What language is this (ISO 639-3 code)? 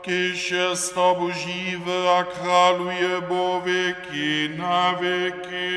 hsb